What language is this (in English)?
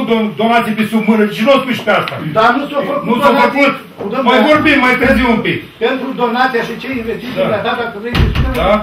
Romanian